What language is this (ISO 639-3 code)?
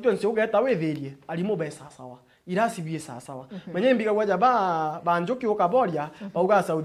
mer